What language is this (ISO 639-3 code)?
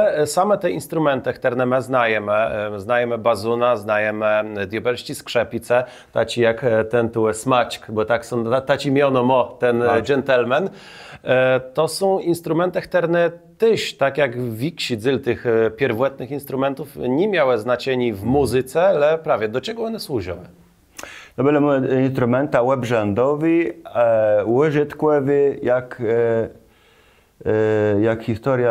csb